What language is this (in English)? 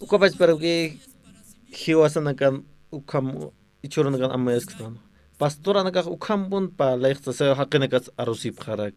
Aymara